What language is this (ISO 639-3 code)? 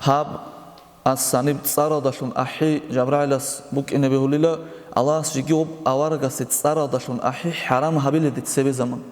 ava